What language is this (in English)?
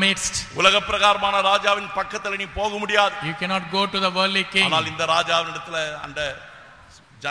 Tamil